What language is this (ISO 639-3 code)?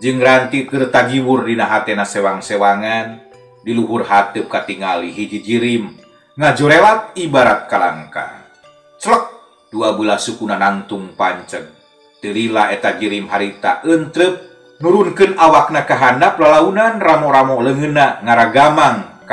sun